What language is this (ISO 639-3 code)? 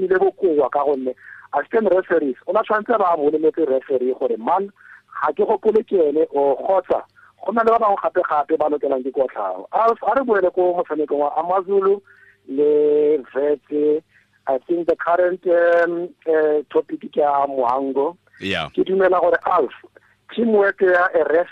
tsn